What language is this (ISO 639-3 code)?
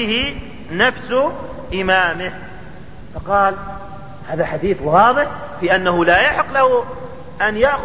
ara